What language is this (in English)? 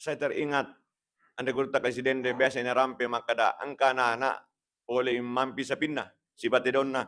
Buginese